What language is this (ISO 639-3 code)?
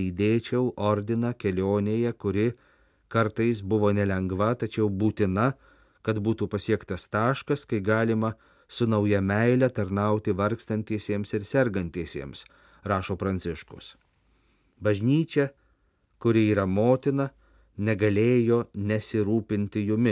lit